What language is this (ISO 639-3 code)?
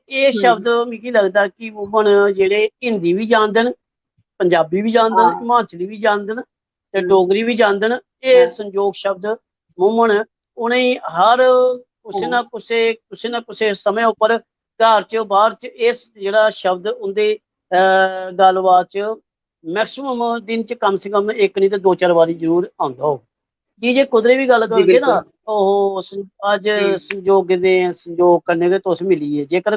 doi